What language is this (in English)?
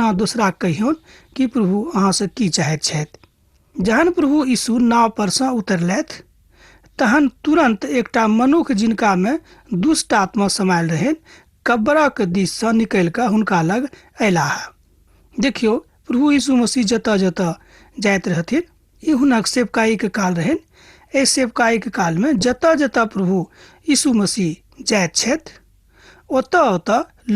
Maithili